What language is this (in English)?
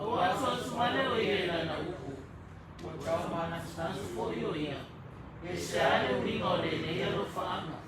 Samoan